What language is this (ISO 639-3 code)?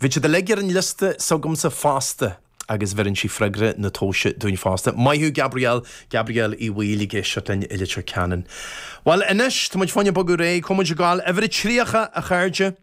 gle